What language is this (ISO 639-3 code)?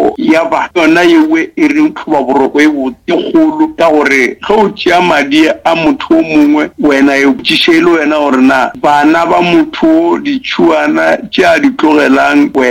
nso